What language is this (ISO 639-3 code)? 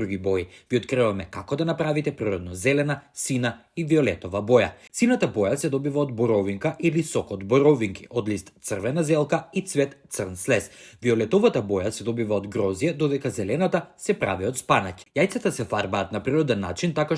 mkd